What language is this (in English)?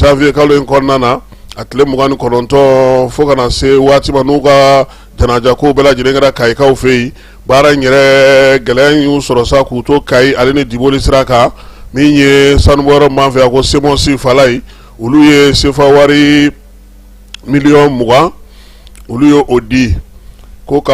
Bambara